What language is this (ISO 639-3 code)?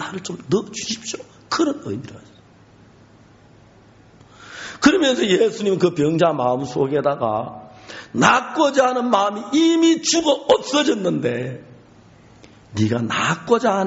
kor